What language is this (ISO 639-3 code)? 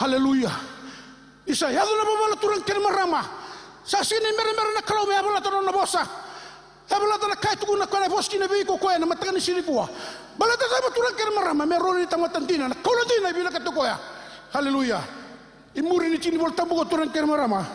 fij